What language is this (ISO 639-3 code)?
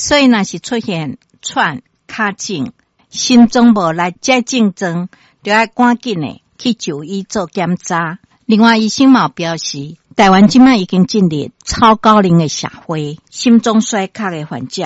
nan